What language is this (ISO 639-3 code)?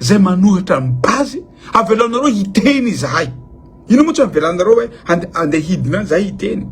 mlg